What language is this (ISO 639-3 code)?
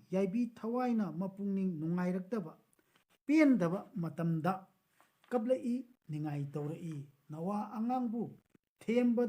mni